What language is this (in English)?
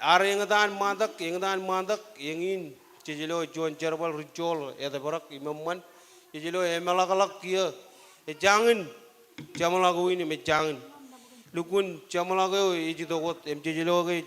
Marshallese